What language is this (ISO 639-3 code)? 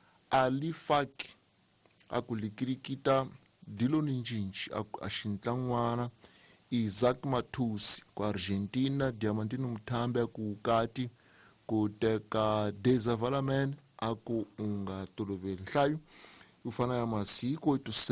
tso